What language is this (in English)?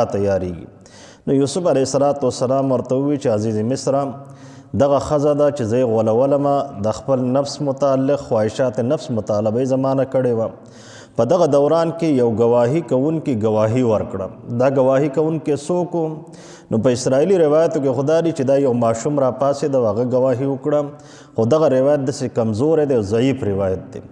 Pashto